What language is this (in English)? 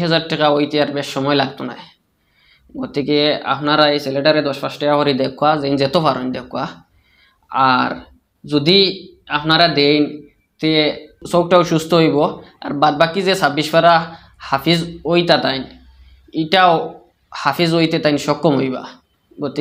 Sylheti